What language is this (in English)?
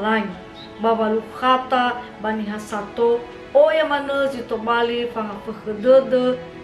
Nias